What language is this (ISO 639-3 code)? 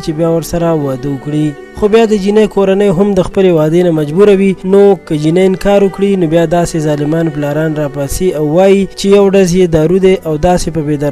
pus